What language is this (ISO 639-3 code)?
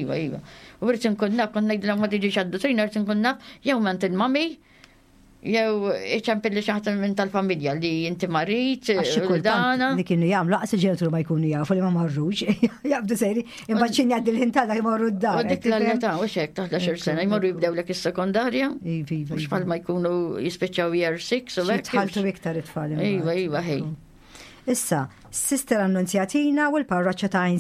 mlt